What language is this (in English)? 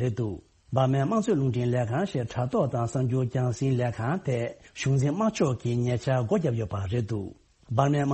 Tibetan